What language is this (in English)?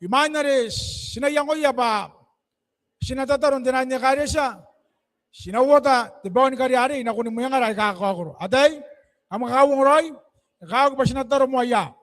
Gilbertese